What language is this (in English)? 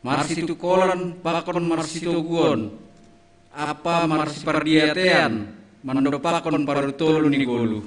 Batak Simalungun